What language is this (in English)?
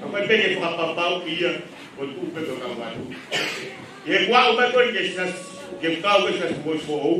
Tongan